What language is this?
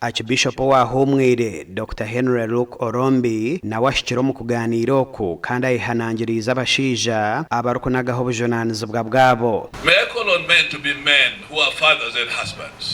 Nyankole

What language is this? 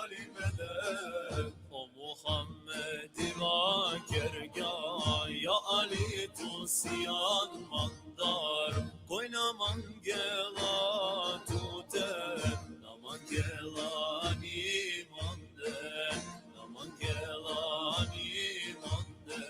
Balkan Romani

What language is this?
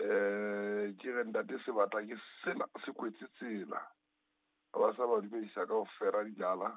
Southern Sotho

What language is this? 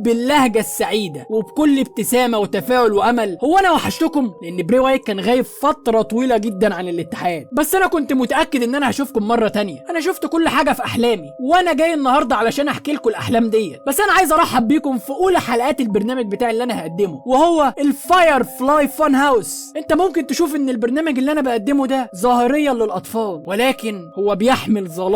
Egyptian Arabic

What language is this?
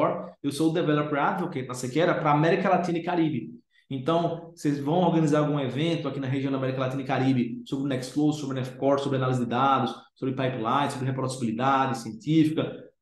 Portuguese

